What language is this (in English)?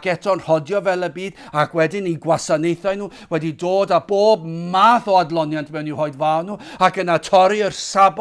Welsh